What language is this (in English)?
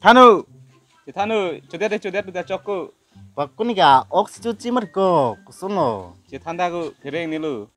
Karbi